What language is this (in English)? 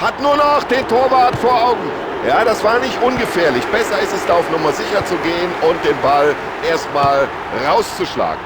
Bavarian